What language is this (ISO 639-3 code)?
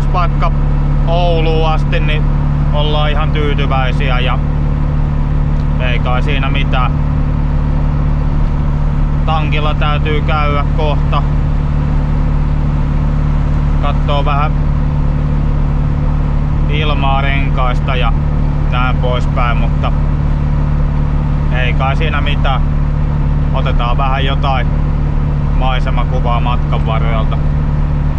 fin